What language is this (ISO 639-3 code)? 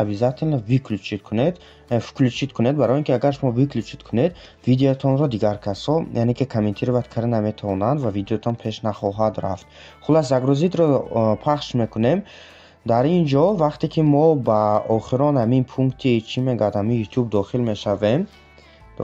tgk